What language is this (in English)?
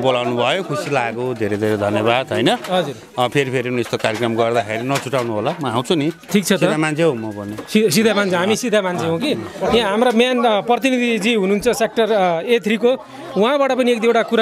Nepali